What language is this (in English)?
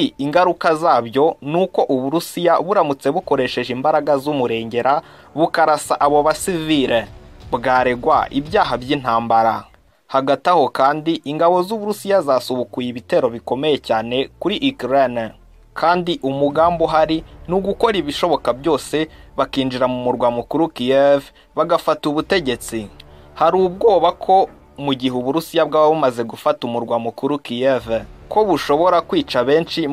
Kinyarwanda